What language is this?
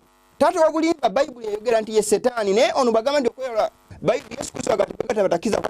Ganda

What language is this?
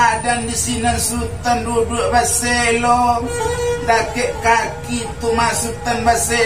Minangkabau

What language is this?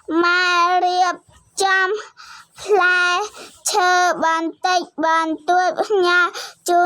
Khmer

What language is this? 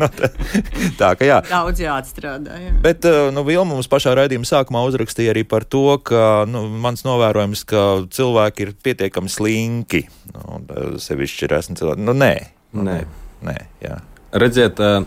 Latvian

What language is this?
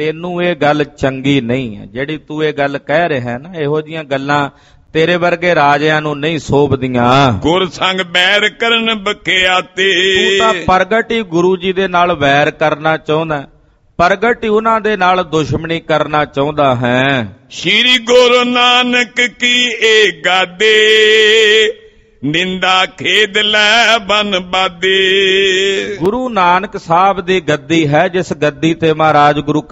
Punjabi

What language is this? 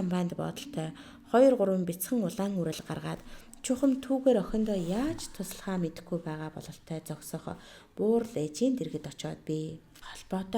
Mongolian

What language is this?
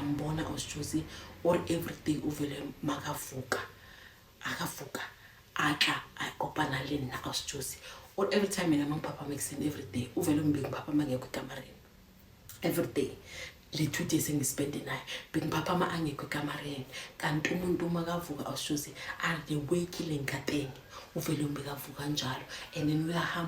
Zulu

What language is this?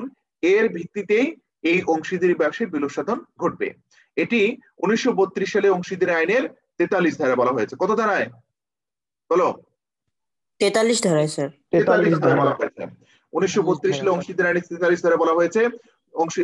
Bangla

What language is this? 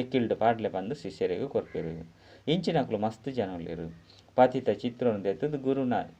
Tulu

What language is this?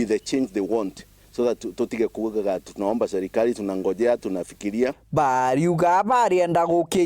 Meru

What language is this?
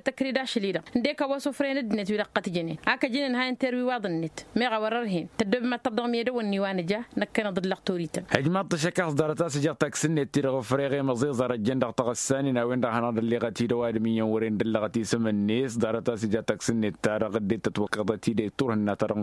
Tamasheq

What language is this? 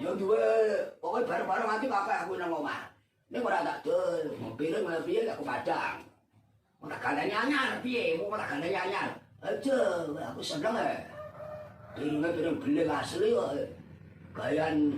Javanese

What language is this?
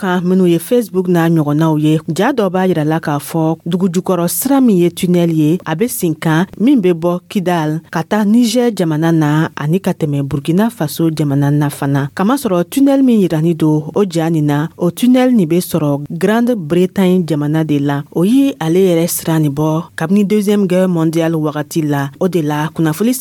Dyula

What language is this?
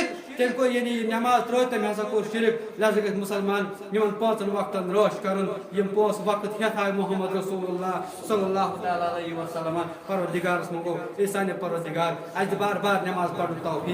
Kashmiri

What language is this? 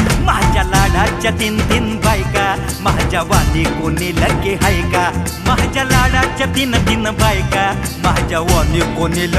Marathi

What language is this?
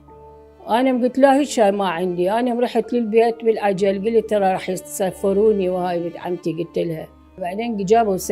Mesopotamian Arabic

